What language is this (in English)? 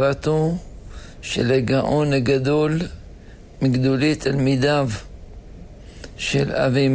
Hebrew